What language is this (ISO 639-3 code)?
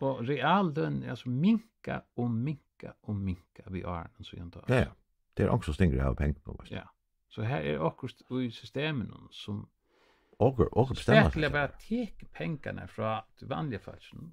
fao